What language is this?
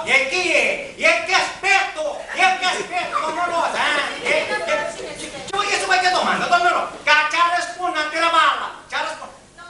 Sicilian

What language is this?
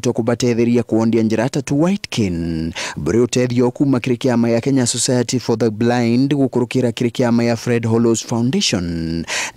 Meru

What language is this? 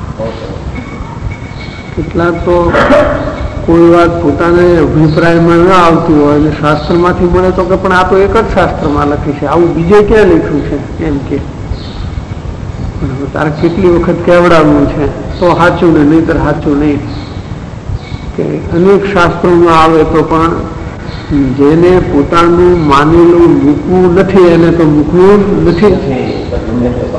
Gujarati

